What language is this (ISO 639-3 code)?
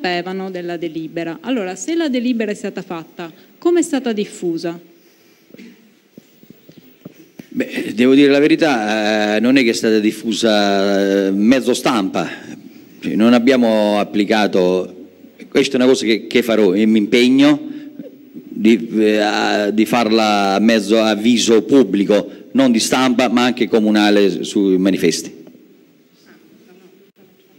ita